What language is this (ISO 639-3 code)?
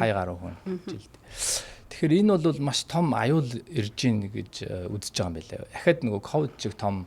mon